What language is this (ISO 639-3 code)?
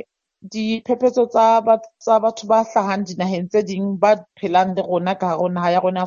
sot